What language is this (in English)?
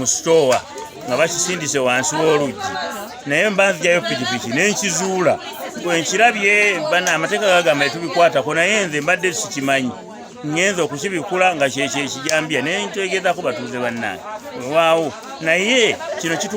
Ganda